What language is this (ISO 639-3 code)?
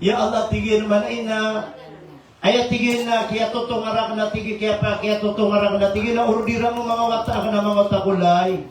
mrw